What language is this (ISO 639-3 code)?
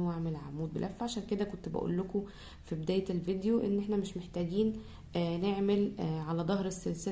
arz